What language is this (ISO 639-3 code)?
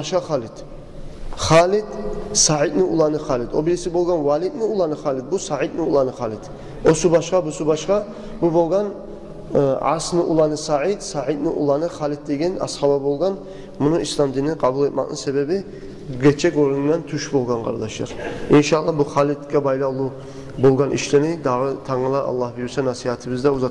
kum